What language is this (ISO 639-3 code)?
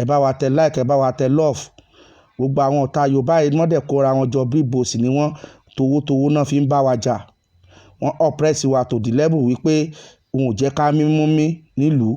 yor